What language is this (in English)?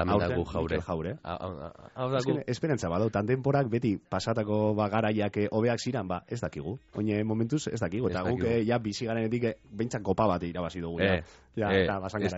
Basque